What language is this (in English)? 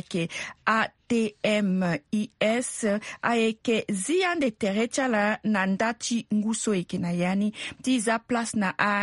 Sango